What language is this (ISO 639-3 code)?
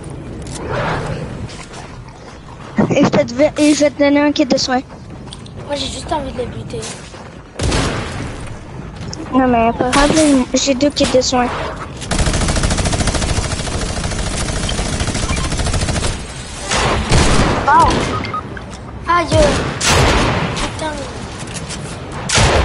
fra